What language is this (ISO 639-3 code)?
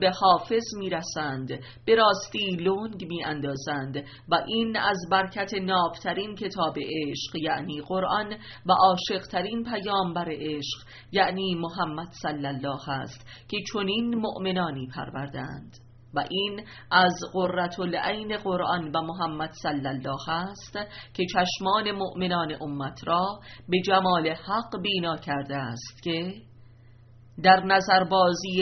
fas